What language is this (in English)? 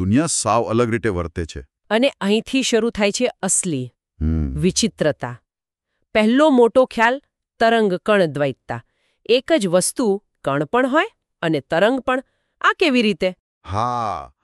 Gujarati